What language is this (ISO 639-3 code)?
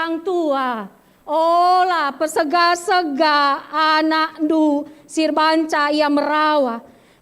btx